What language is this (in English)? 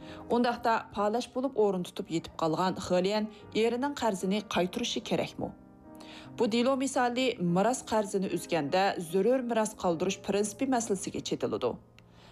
Uyghur